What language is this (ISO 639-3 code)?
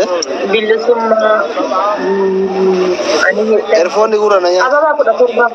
orm